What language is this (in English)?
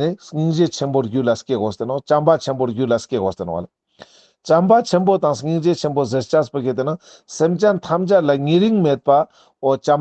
Ladakhi